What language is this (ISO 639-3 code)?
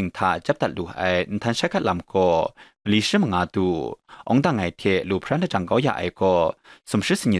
kac